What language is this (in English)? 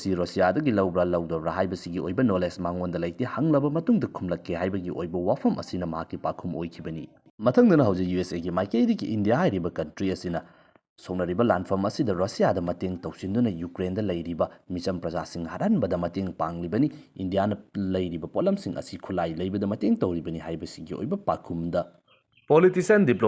Manipuri